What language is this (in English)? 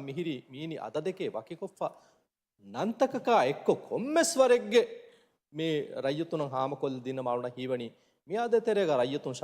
Divehi